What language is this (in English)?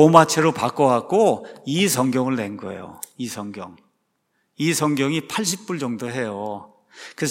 Korean